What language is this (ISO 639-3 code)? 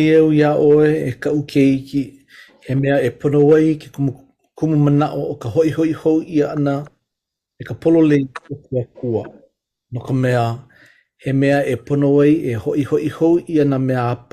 haw